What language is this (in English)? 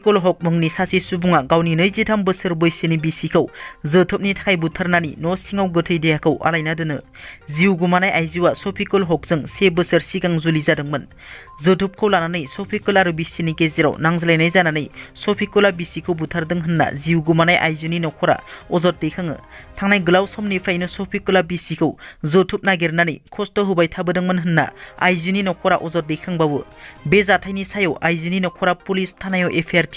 Bodo